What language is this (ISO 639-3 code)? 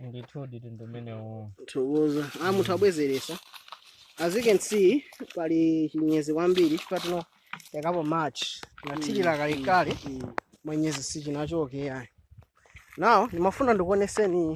nya